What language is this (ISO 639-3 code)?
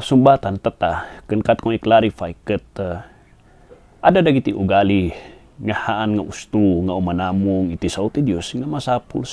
ilo